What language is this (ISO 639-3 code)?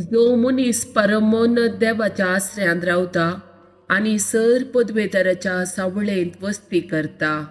kok